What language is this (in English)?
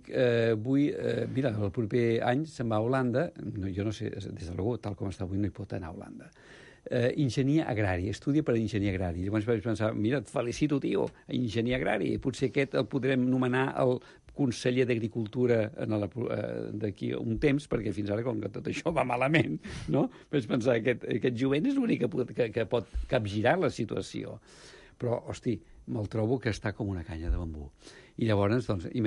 Catalan